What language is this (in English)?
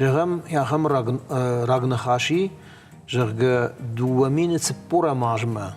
Ossetic